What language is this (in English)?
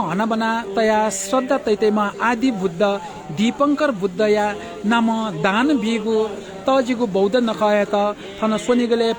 Newari